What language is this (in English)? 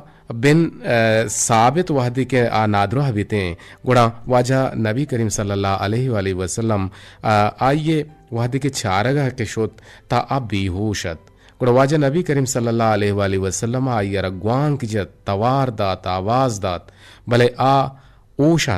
Eastern Balochi